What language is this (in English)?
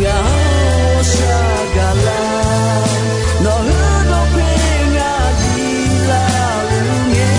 Akha